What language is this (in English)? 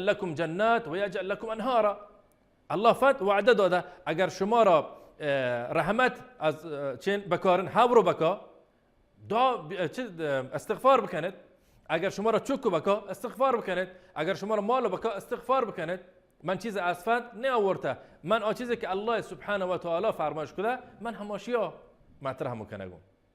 Baluchi